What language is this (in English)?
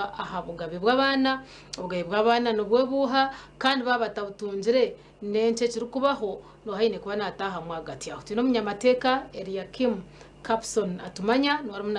Nyankole